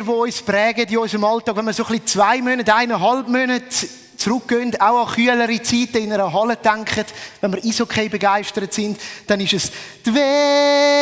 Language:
Swiss German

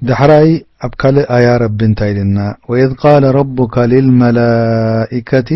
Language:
Tigrinya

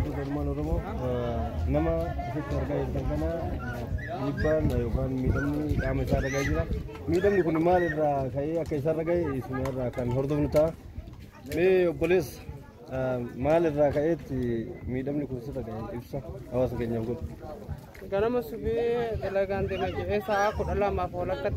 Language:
Oromo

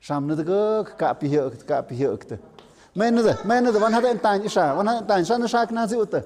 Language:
Tlahuitoltepec Mixe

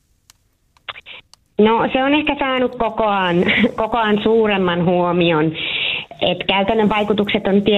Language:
Finnish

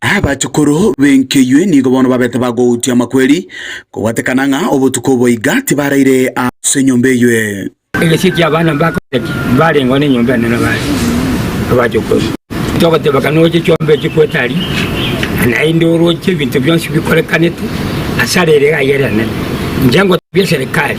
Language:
Gusii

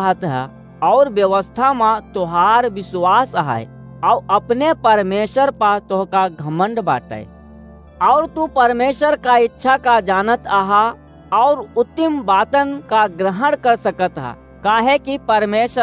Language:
Awadhi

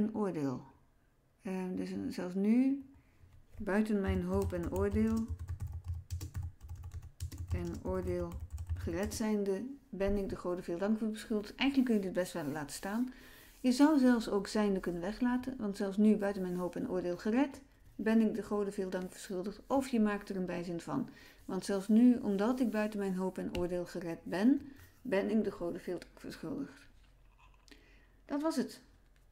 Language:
Dutch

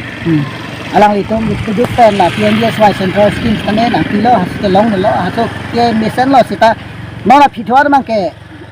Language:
Karbi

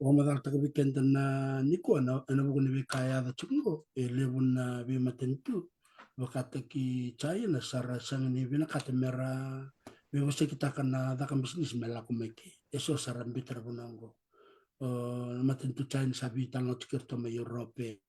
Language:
Fijian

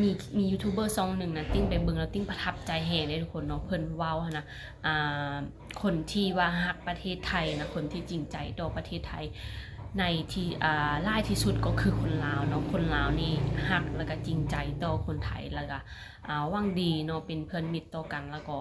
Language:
Lao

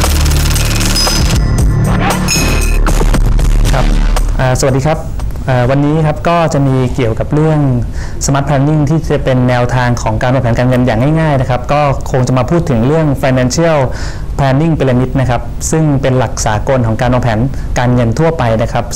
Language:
Thai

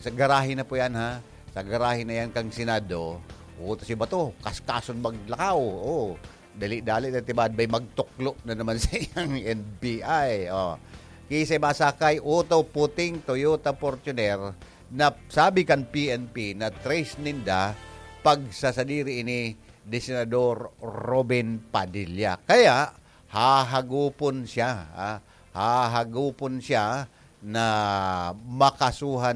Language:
Bikol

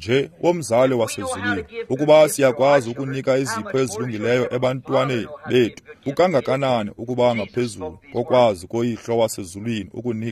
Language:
Xhosa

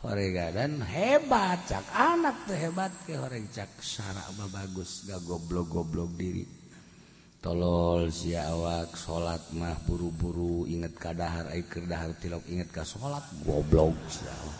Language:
Sundanese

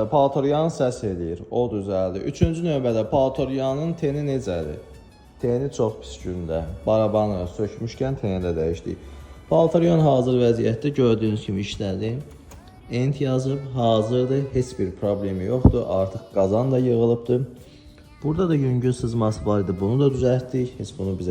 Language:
Azerbaijani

